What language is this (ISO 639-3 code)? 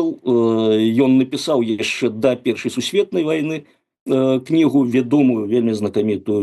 bel